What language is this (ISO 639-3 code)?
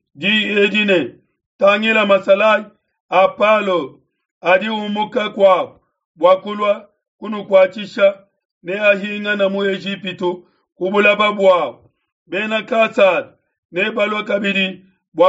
lua